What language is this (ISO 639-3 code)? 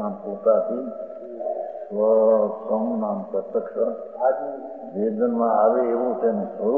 guj